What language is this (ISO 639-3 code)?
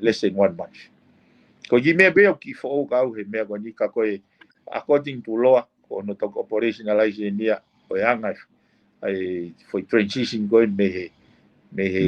ton